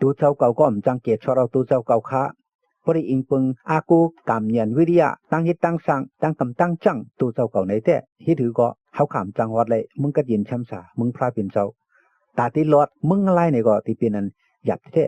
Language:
Shan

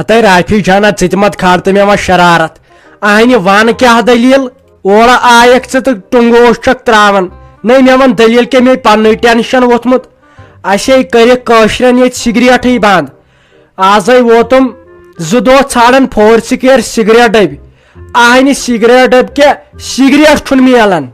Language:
Kashmiri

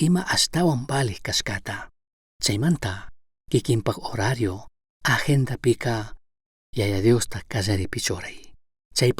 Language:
Chimborazo Highland Quichua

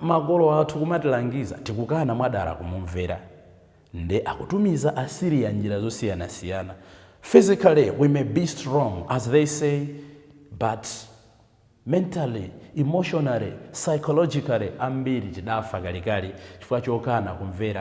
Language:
Nyanja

